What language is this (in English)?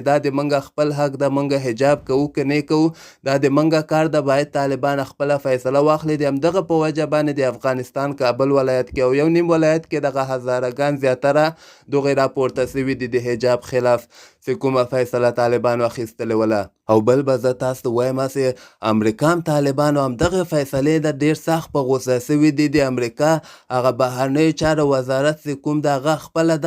Pashto